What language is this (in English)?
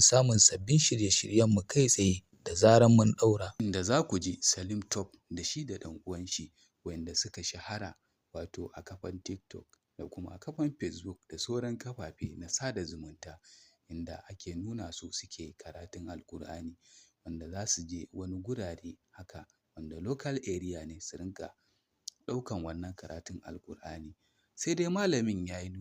Hausa